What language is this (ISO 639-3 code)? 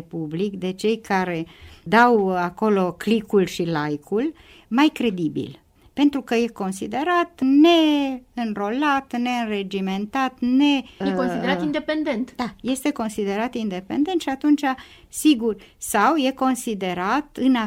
ron